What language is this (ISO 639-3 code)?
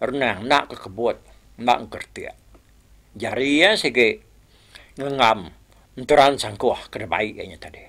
iba